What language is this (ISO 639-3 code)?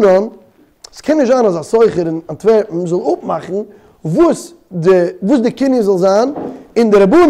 yid